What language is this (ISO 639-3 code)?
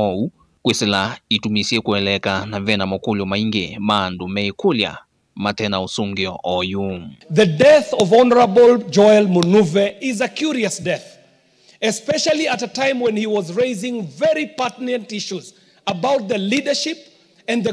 kam